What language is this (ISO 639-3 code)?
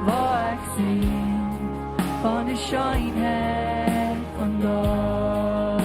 pdt